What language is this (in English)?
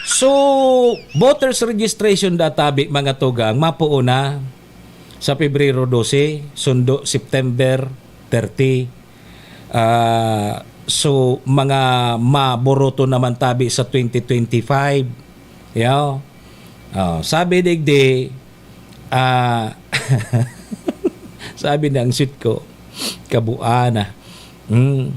Bikol